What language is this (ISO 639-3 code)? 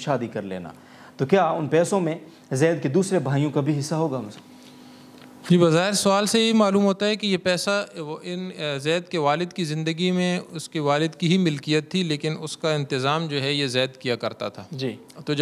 urd